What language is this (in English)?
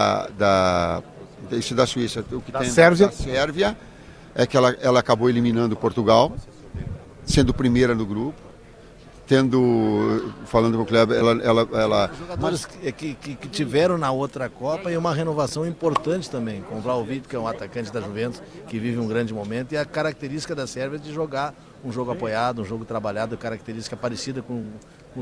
Portuguese